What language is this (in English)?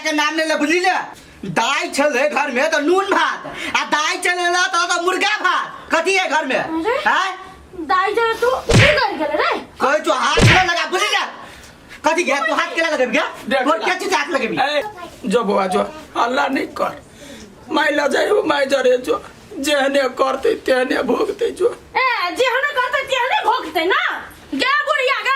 Maithili